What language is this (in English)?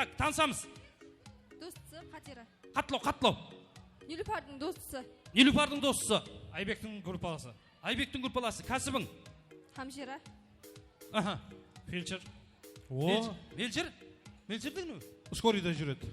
Kara-Kalpak